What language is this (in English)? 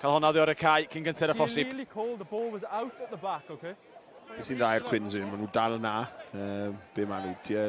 Welsh